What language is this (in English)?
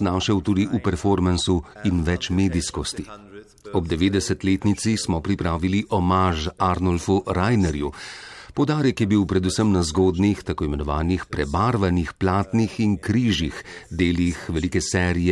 Slovenian